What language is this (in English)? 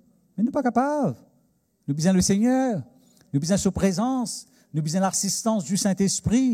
Morisyen